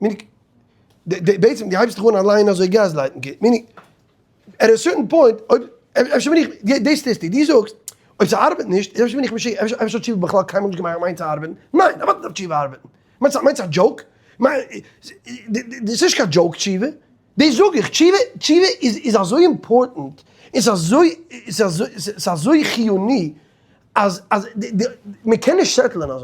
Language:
Yiddish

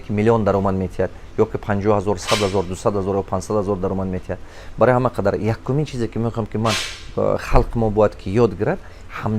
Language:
Tajik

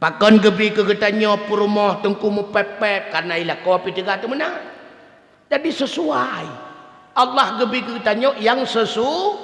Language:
Achinese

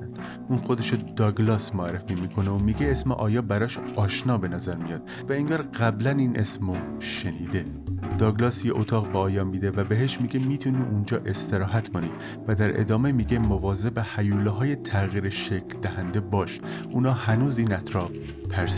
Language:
Persian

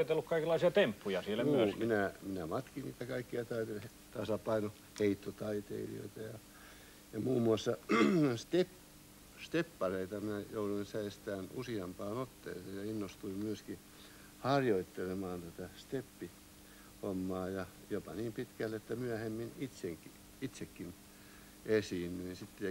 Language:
Finnish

